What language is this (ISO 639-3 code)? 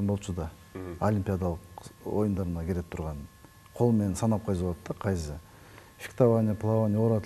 kir